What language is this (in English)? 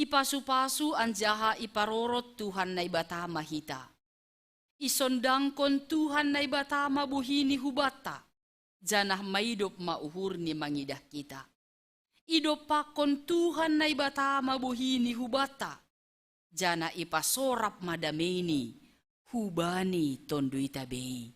Batak Simalungun